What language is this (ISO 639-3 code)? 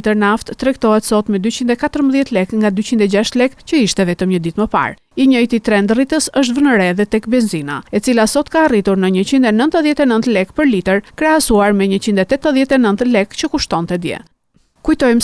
sqi